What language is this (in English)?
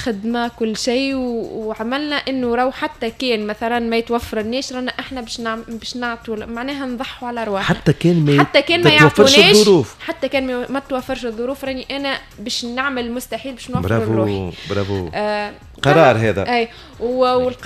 Tunisian Arabic